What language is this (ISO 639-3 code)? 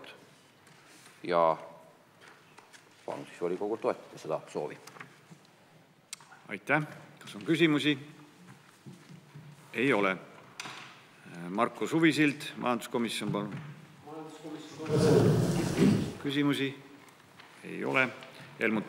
est